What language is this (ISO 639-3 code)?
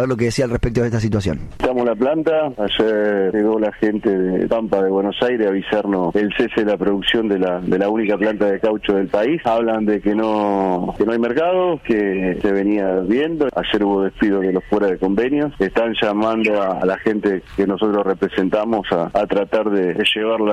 spa